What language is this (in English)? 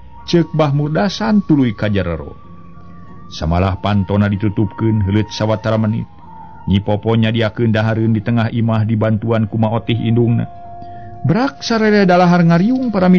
Sundanese